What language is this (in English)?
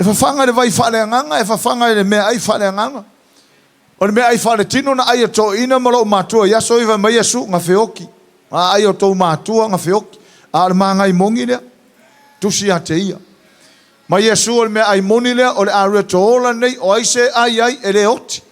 Samoan